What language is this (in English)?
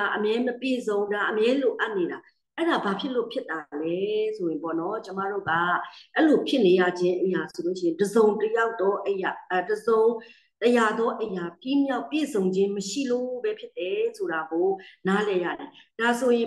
Burmese